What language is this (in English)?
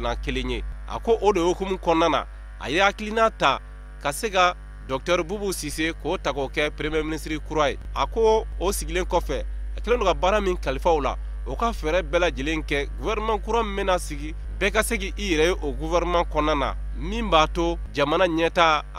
Bambara